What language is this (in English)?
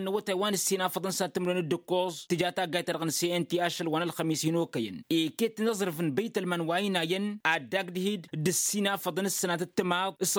Tamasheq